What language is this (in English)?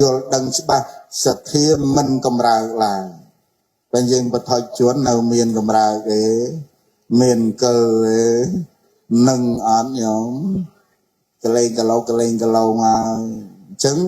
Khmer